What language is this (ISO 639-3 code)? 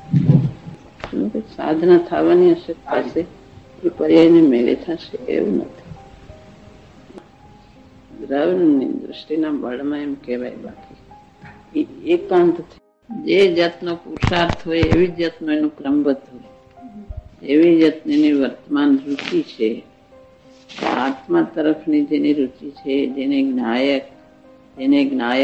guj